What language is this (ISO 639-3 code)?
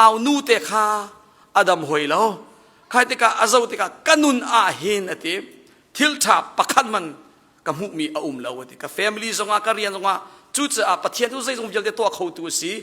cnh